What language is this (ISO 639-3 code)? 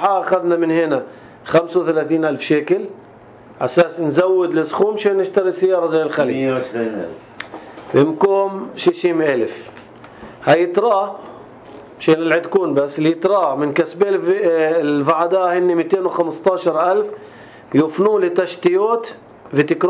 apc